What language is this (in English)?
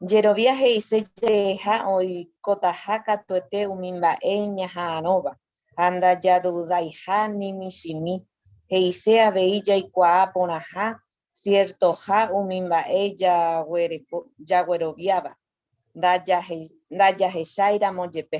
Guarani